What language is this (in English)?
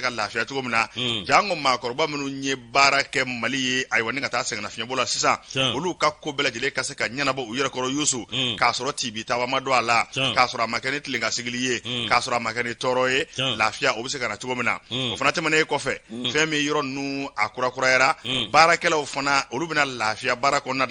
Bambara